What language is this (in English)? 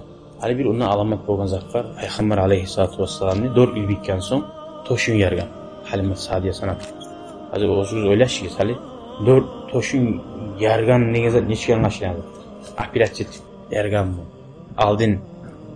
Kumyk